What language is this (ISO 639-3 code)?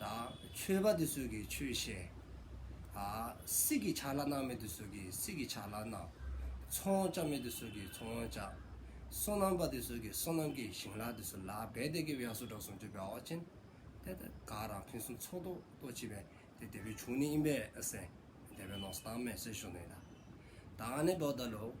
dzo